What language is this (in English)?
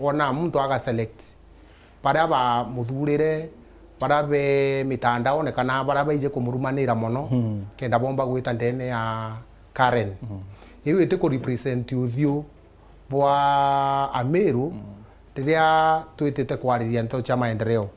Meru